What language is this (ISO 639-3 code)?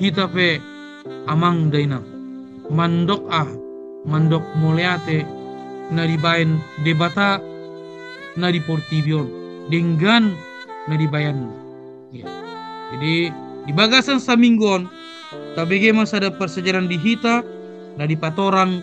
bbc